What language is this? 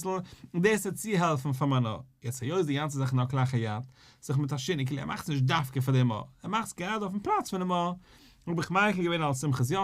Yiddish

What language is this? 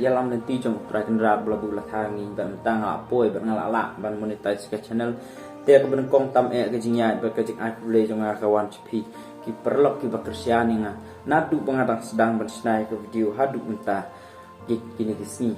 Khasi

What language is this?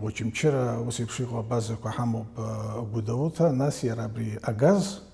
Abkhazian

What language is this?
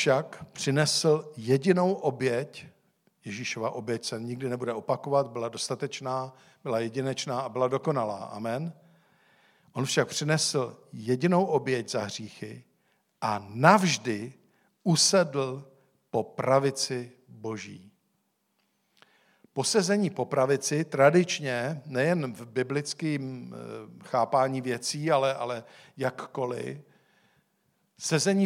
Czech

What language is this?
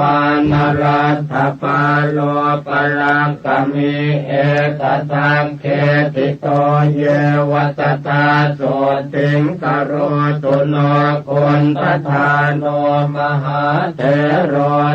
Pali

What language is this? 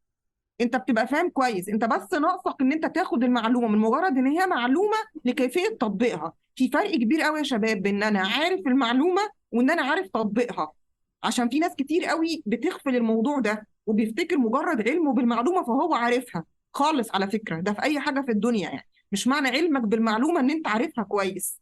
Egyptian Arabic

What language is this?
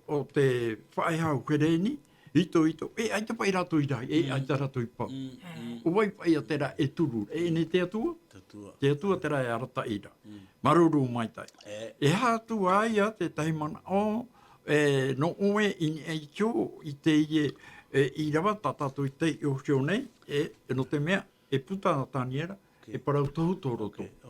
Tahitian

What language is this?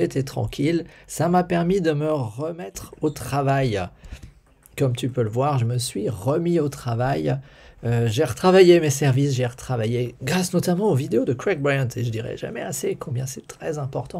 French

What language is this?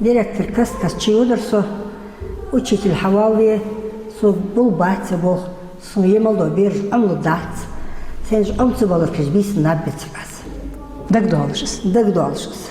Ingush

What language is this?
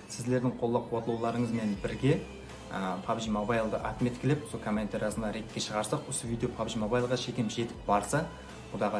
Kara-Kalpak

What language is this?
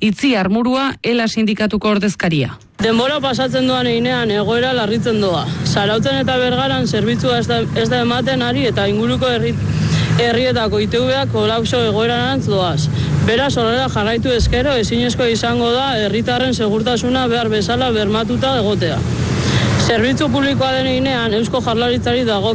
Basque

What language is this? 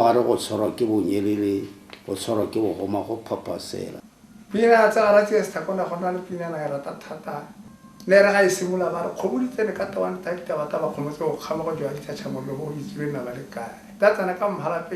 Tswana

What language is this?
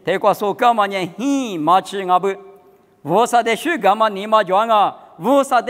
Lisu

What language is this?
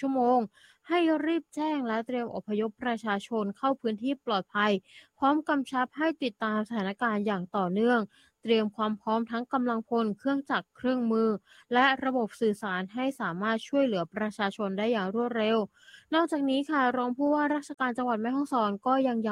Thai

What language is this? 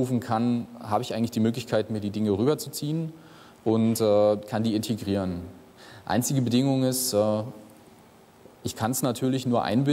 German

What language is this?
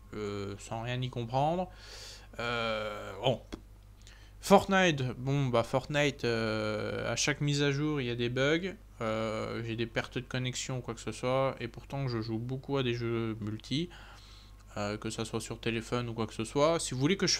French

